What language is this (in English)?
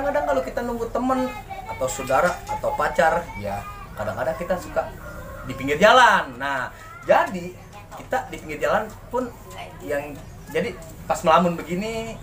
Betawi